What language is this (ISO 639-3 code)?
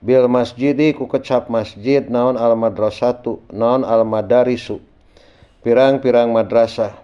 sun